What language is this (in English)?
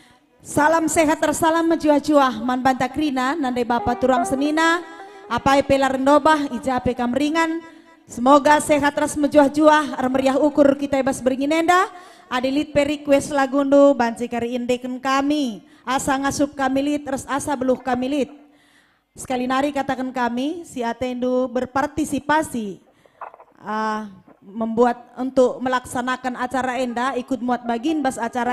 Batak Karo